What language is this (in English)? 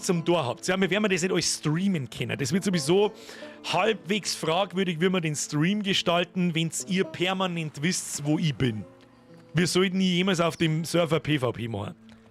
Bavarian